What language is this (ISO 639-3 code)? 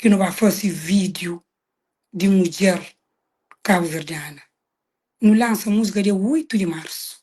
kea